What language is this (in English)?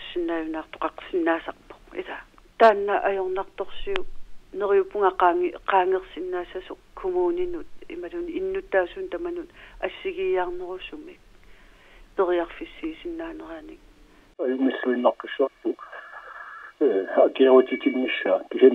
Kalaallisut